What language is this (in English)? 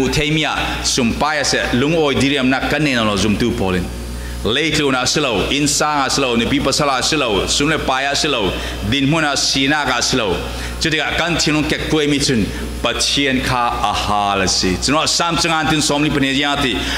Falam Chin